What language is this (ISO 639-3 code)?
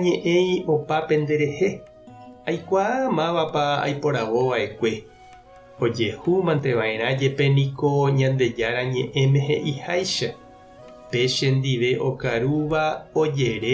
grn